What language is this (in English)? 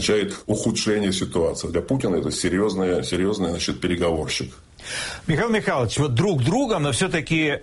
Russian